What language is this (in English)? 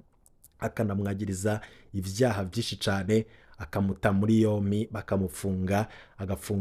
Rundi